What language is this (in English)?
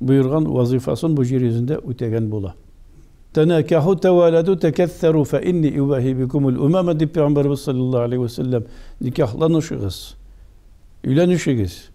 Tatar